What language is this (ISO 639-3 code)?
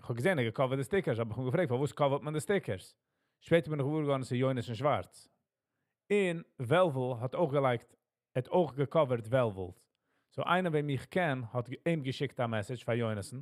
yid